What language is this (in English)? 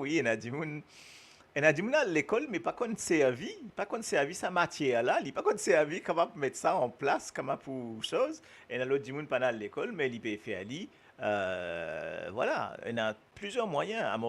Morisyen